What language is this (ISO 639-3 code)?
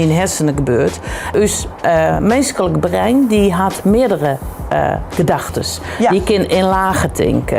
fry